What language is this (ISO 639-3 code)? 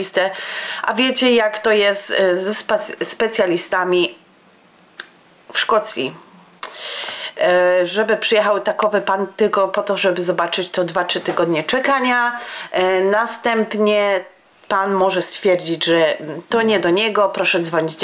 pol